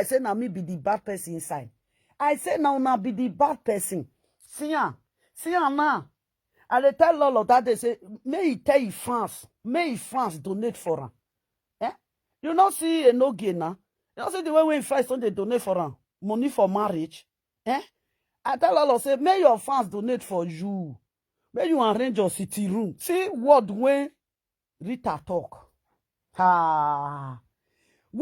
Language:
Nigerian Pidgin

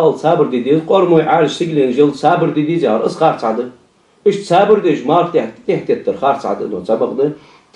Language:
Ingush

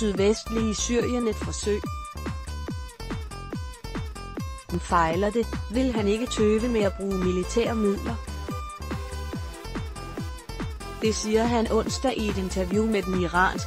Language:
Danish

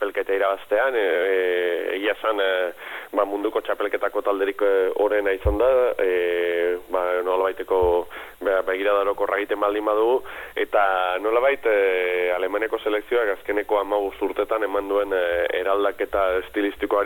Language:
Basque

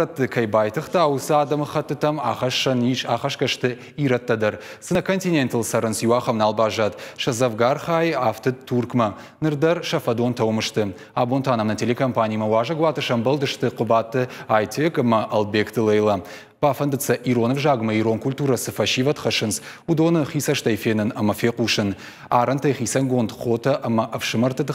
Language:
Ossetic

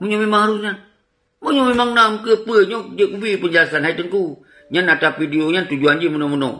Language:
Achinese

